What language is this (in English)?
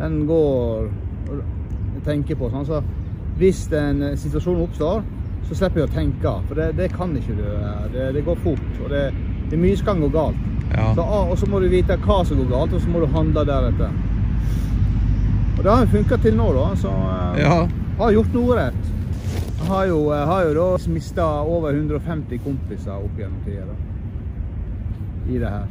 Norwegian